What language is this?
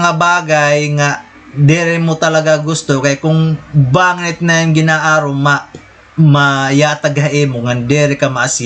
Waray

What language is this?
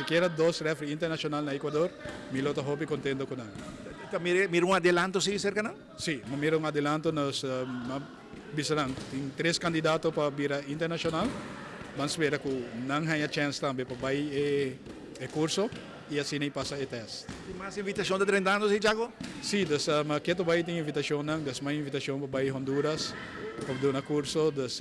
Papiamento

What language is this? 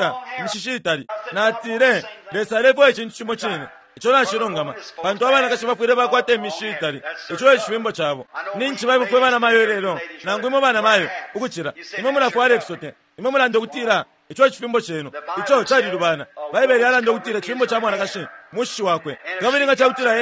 Bemba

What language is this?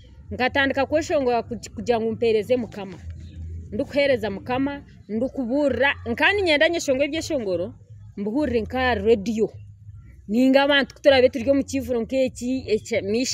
Nyankole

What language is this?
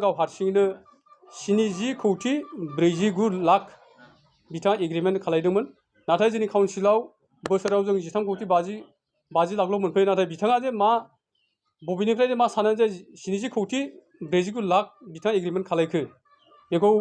Bodo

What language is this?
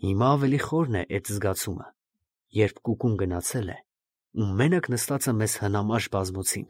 Armenian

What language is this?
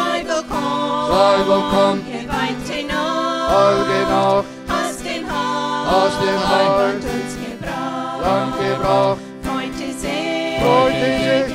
Plautdietsch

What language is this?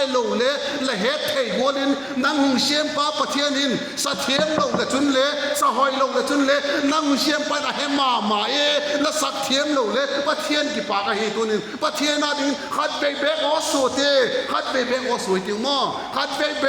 Vaiphei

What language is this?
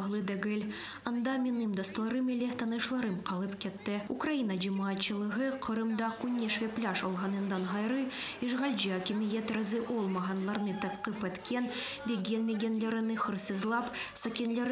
Crimean Tatar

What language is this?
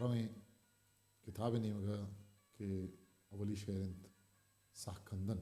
Eastern Balochi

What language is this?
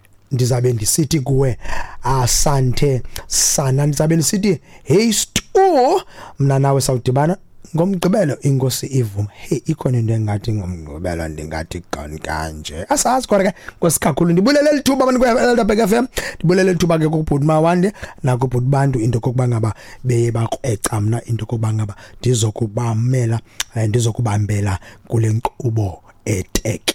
Xhosa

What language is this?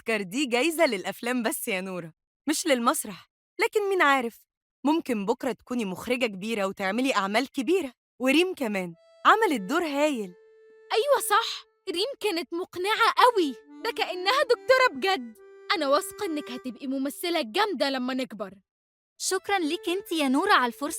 Egyptian Arabic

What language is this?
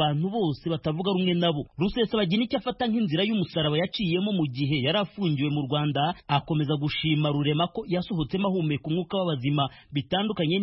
Kinyarwanda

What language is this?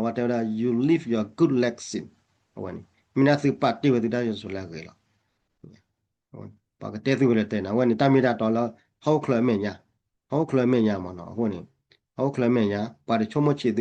S'gaw Karen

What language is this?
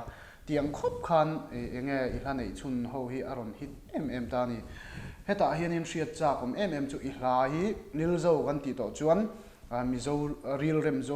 Mizo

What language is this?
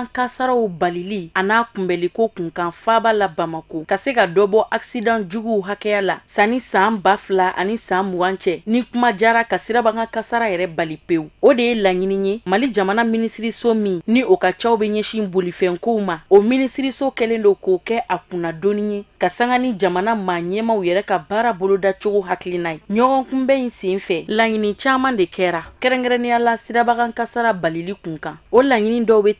Bambara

